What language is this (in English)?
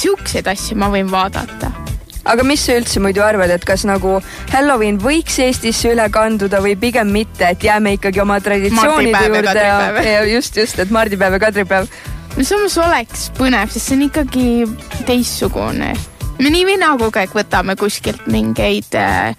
Estonian